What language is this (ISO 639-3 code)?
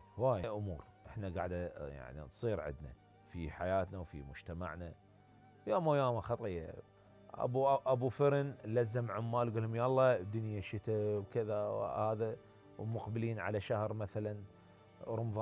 acm